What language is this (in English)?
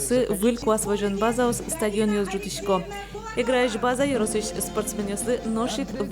Udmurt